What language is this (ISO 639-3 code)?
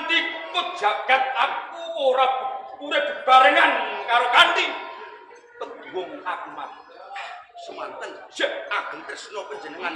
jav